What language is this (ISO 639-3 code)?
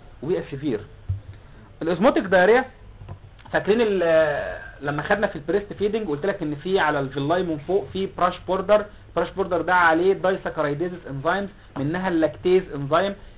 arz